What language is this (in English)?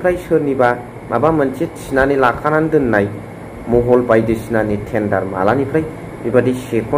Bodo